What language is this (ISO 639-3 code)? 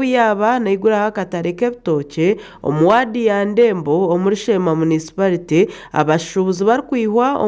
nyn